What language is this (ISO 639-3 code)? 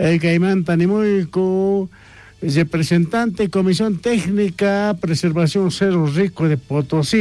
quh